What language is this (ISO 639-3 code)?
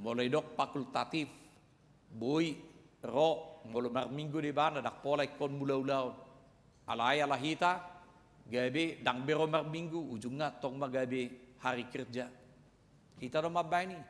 bbc